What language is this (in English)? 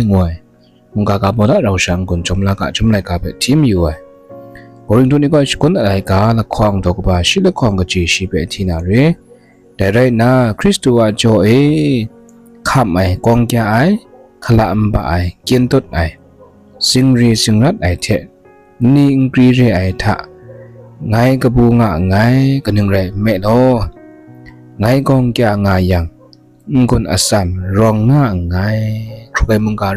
Kachin